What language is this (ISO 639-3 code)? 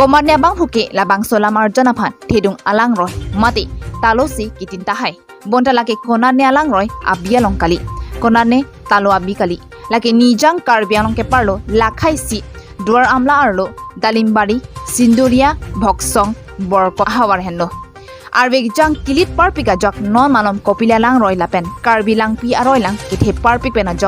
mjw